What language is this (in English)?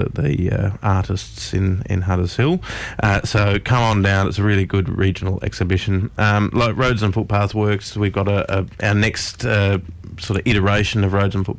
English